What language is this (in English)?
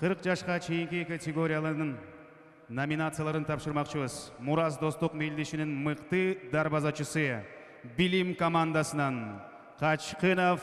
Kyrgyz